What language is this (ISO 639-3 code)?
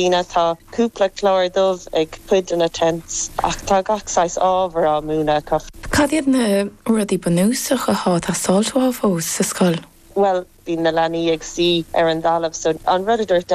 gle